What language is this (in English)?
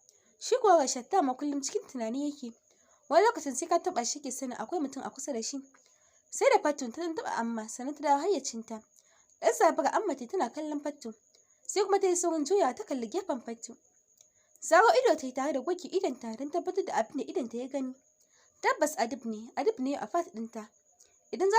Hausa